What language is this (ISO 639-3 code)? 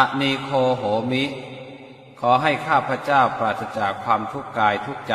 pli